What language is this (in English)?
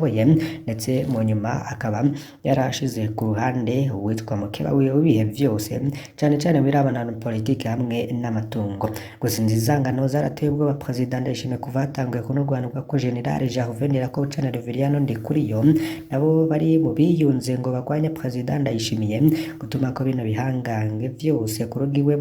Rundi